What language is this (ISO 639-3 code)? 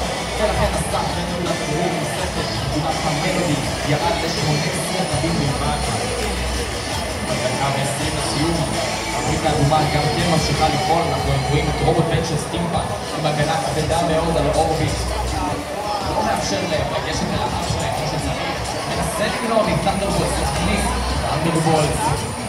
heb